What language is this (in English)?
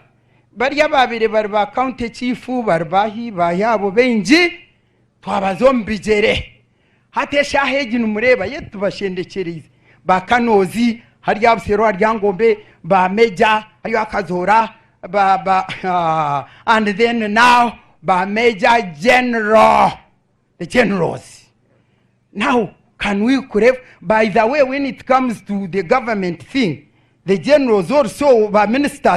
Nyankole